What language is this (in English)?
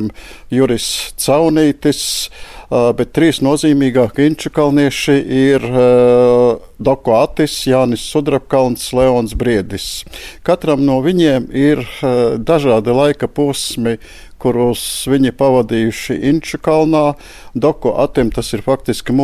Latvian